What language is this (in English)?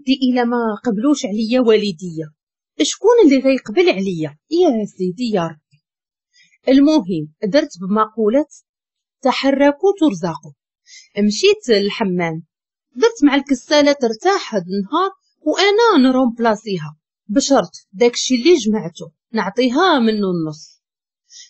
Moroccan Arabic